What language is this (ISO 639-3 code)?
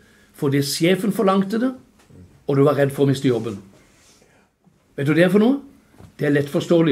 nor